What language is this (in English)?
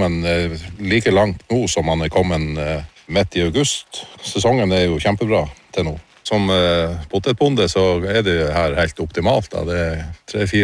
Norwegian